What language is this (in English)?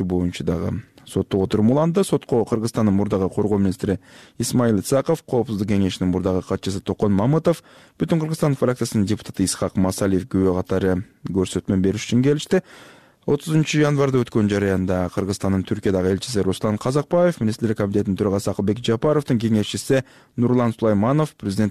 Kyrgyz